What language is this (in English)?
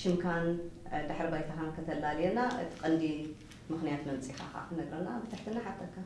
Tigrinya